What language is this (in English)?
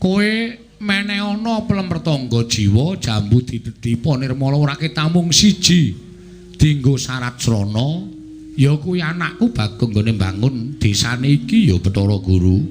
Javanese